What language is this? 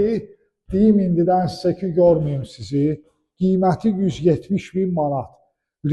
Azerbaijani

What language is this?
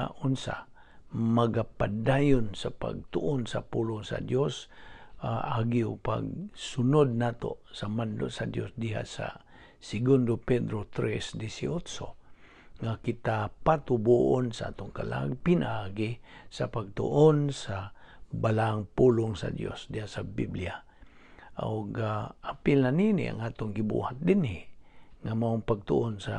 Cebuano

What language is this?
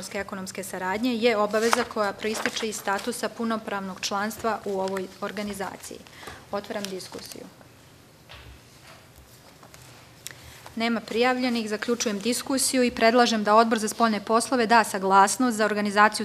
Serbian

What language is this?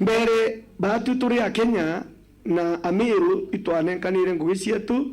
Meru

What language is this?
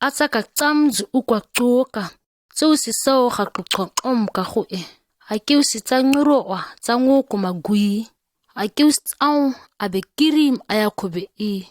ǁGana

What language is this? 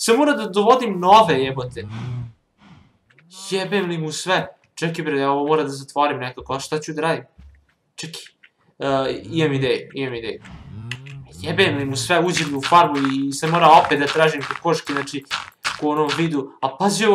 Serbian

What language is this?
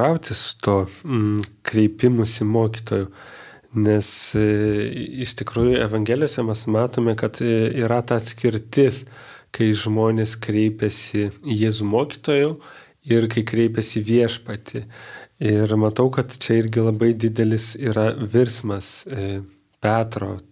Lithuanian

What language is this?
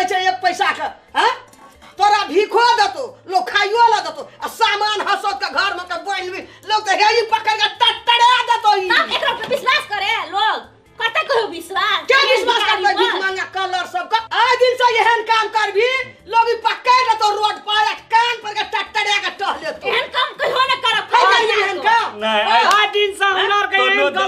Maithili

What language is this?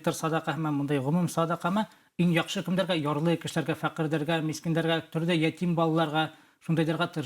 Bashkir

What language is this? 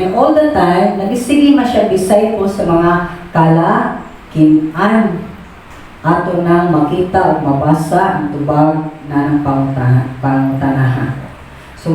Cebuano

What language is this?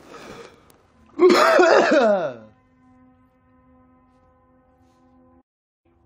English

